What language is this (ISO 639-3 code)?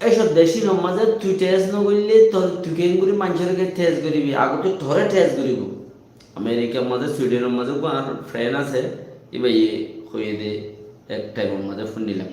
rhg